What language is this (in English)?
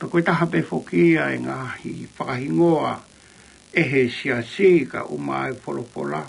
Tongan